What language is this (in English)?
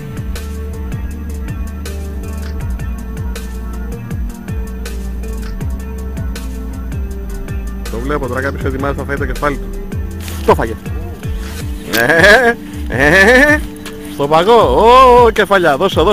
Greek